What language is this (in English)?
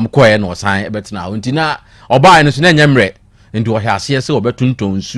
Akan